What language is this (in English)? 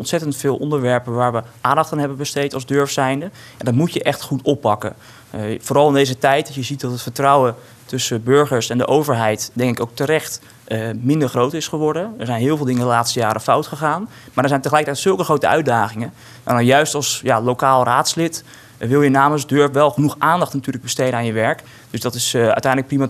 Dutch